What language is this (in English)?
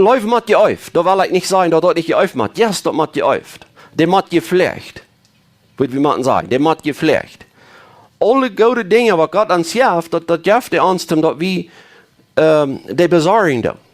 Plautdietsch